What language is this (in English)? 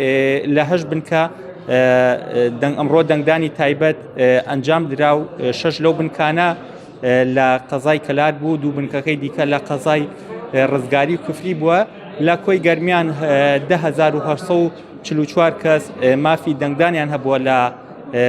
Central Kurdish